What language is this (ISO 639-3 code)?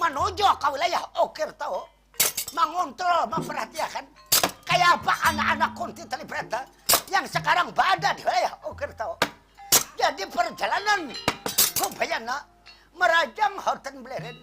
bjn